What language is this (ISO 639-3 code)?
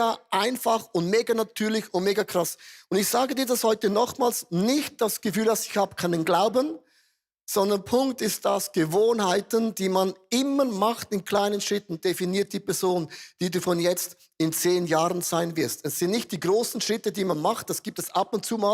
gsw